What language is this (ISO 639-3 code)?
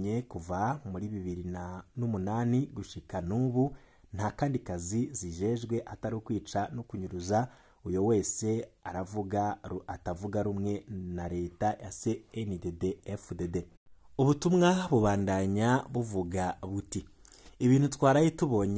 run